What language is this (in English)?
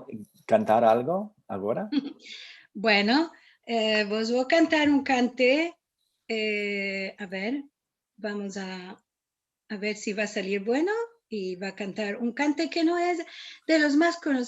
Ladino